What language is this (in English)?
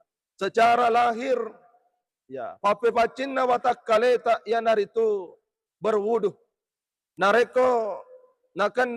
Buginese